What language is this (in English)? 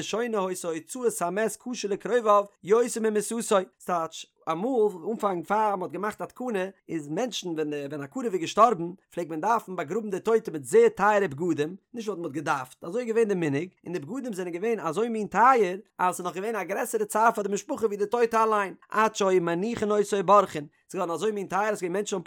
Yiddish